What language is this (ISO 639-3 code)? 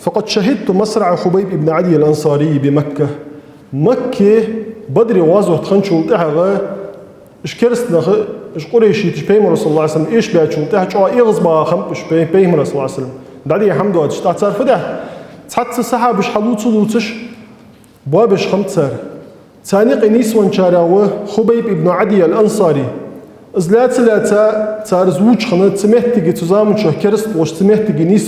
inh